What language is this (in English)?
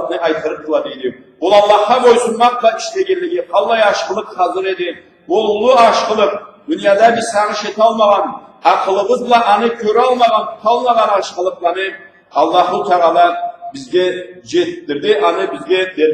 Karachay-Balkar